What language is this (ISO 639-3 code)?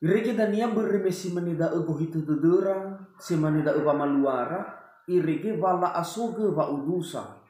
nia